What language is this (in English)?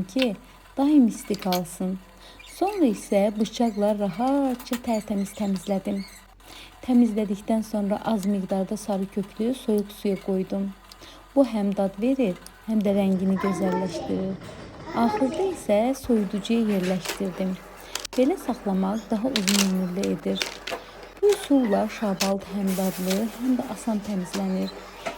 Azerbaijani